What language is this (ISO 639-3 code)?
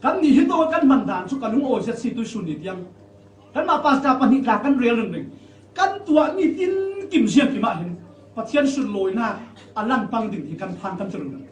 cfm